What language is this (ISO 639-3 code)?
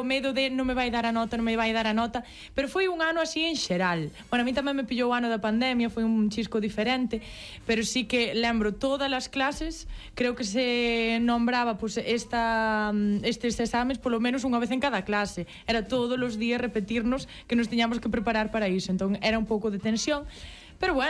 glg